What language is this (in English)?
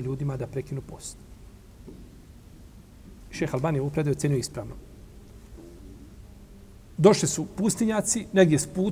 Bosnian